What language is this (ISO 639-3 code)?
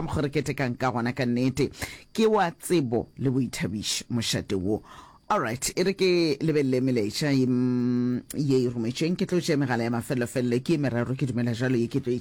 nso